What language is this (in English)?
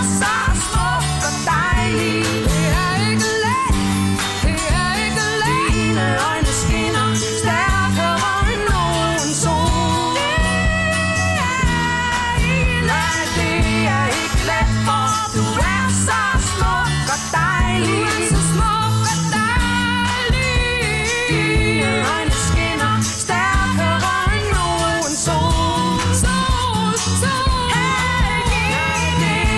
Danish